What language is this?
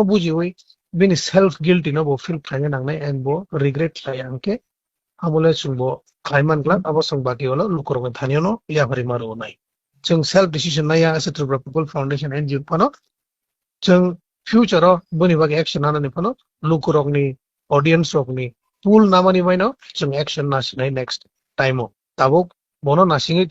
Kok Borok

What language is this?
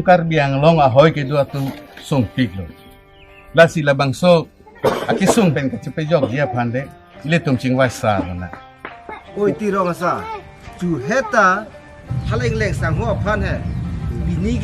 Karbi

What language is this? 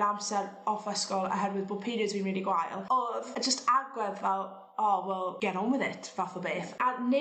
Welsh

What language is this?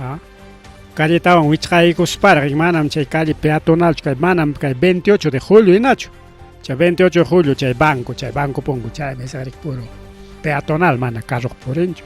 Ayacucho Quechua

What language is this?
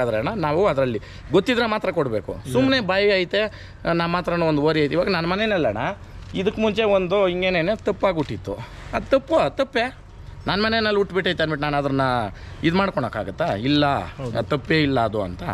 Kannada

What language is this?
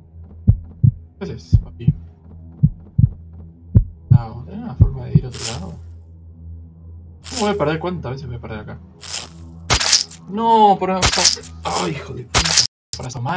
Spanish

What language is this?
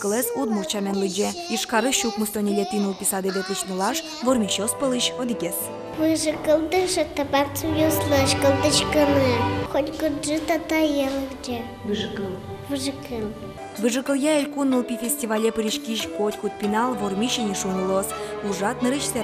Udmurt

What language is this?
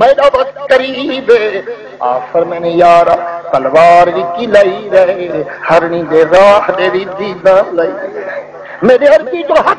Saraiki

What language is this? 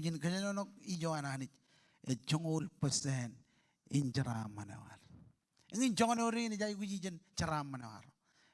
Marshallese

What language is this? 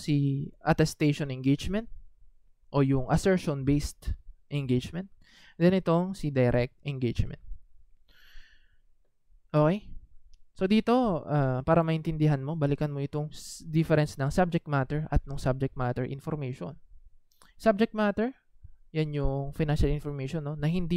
Filipino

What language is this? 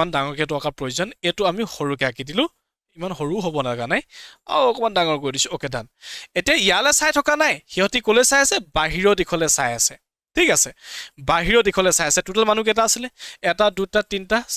Assamese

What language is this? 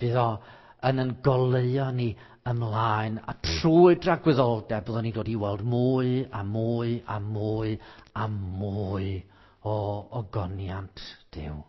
Welsh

